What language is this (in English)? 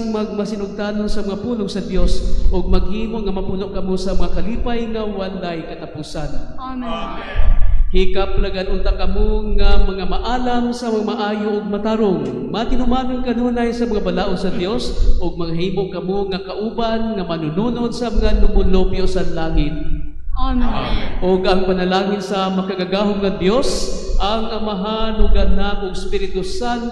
Cebuano